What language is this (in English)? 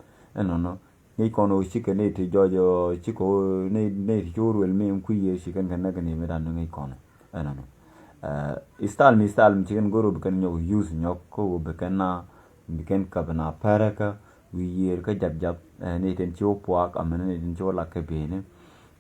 Nuer